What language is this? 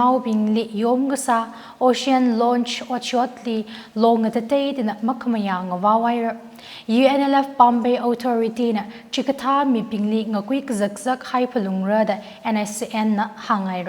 Tangkhul Naga (India)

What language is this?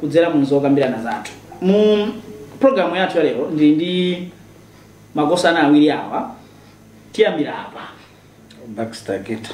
Nyanja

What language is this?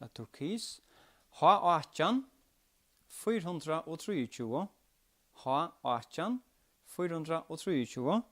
Faroese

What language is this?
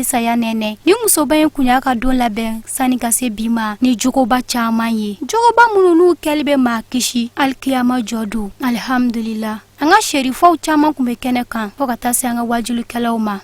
Bambara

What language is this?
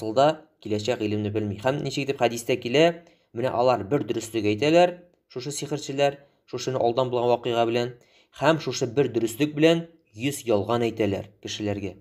Tatar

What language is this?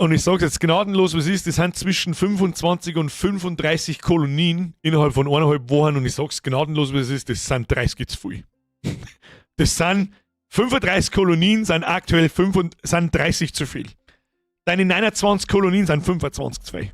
Bavarian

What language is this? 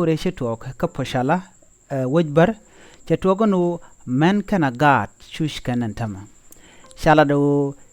Nuer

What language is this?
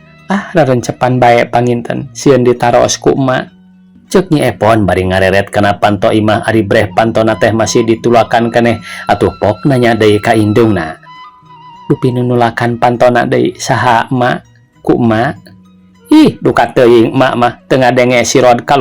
Sundanese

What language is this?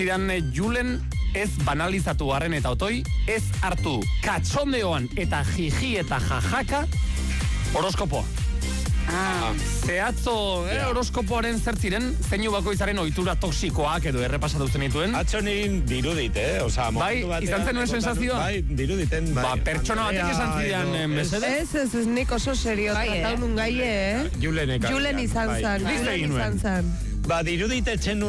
Basque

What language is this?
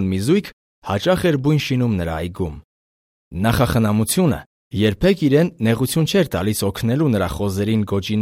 Armenian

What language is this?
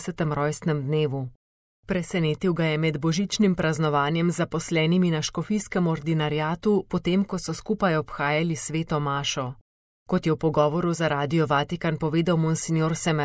Slovenian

